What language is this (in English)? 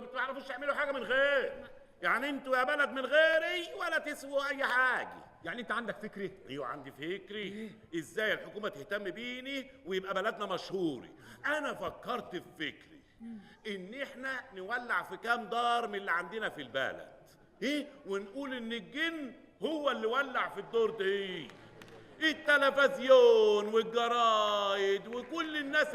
Egyptian Arabic